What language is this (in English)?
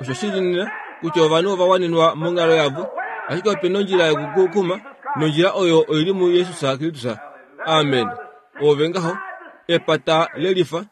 Kuanyama